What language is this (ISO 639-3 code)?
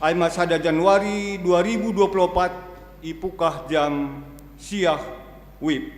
bts